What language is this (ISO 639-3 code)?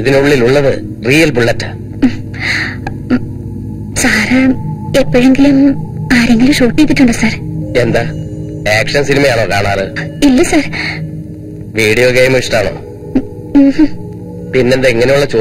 mal